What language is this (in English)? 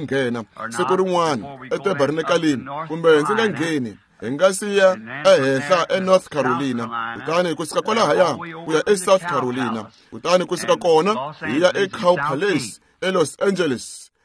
Tsonga